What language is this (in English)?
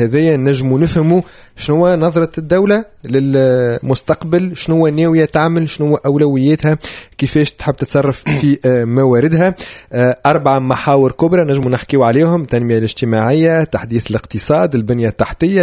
Tunisian Arabic